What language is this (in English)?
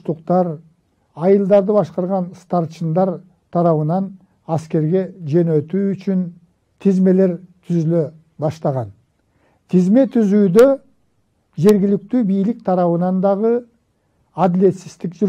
Kyrgyz